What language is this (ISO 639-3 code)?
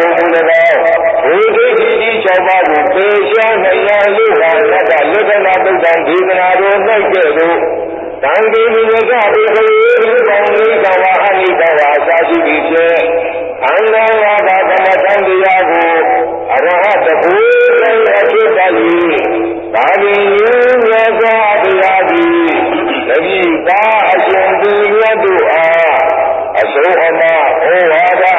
mya